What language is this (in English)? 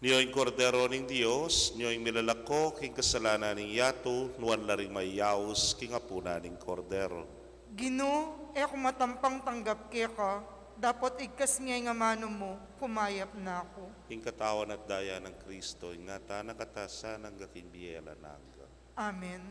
Pampanga